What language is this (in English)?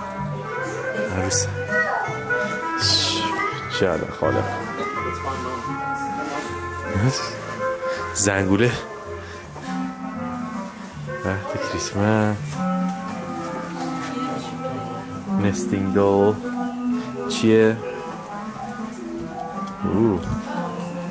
Persian